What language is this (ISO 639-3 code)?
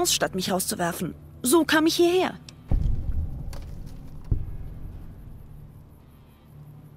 deu